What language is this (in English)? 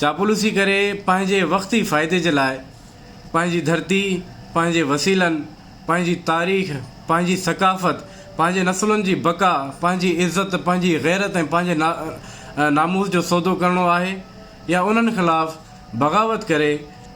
Sindhi